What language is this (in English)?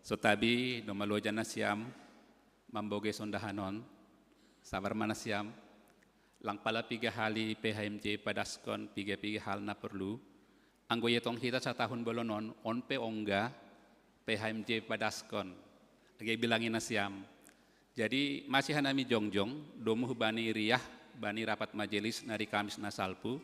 Batak Simalungun